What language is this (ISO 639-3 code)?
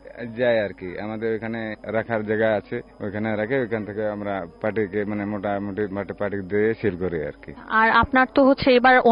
ben